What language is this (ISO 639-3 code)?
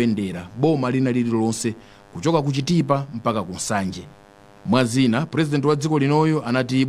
nya